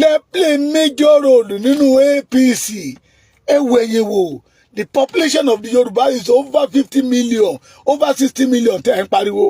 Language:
Yoruba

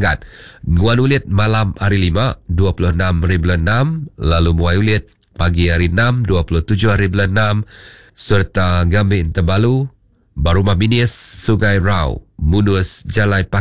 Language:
Iban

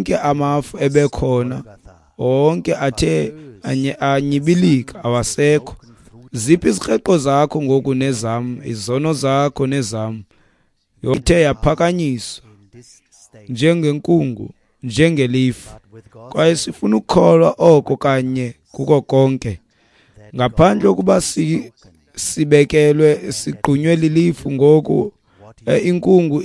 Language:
Xhosa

